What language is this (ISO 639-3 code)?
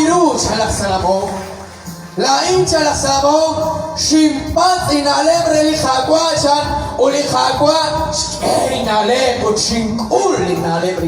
kek